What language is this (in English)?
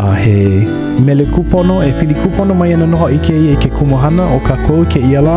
Hawaiian